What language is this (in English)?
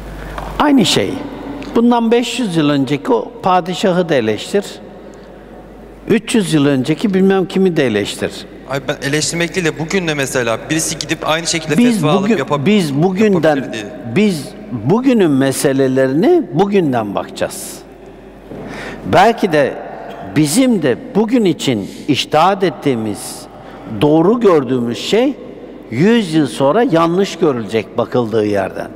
Turkish